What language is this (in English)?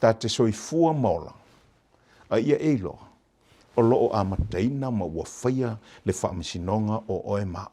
Samoan